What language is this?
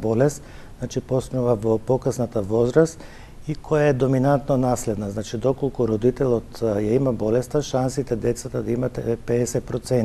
Macedonian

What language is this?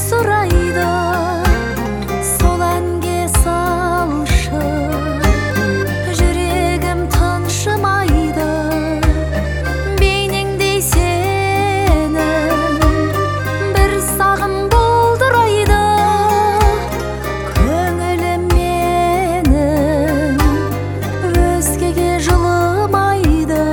Kazakh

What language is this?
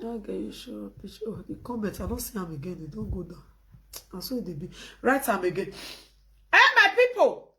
Nigerian Pidgin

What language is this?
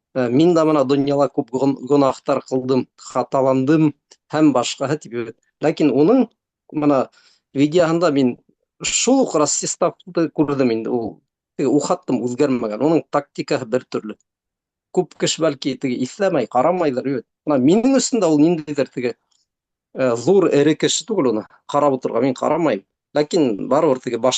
Bashkir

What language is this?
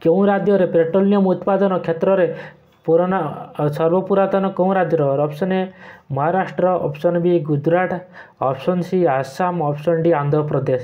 Odia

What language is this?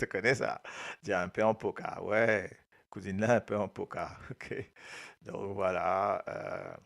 Morisyen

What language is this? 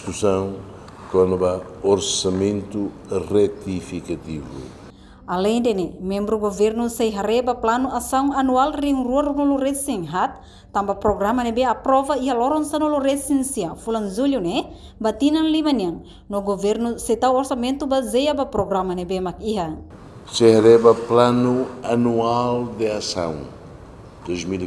Tetum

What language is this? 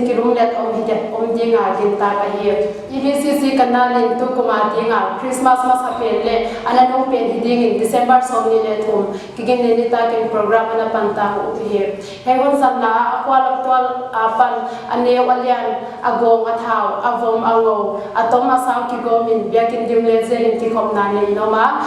Paite Chin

